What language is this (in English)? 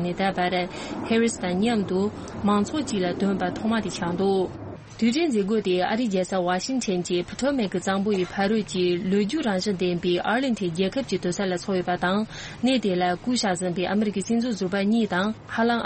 Tibetan